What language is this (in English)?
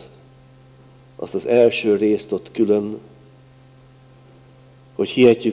Hungarian